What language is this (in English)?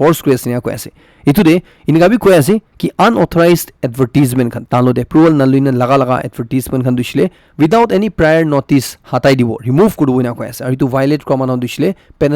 Naga Pidgin